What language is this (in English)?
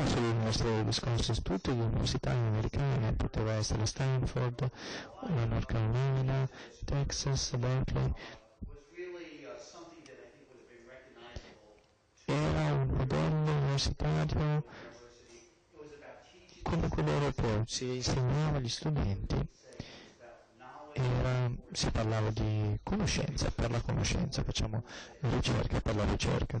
Italian